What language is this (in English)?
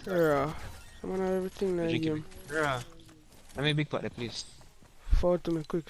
Jamaican Creole English